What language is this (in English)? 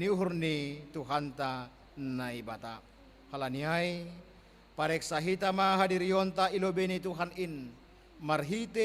Batak Simalungun